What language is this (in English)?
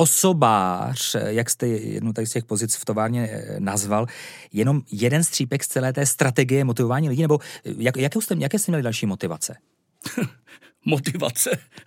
Czech